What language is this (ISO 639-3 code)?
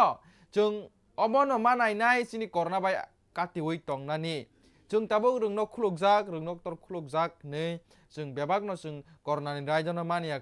trp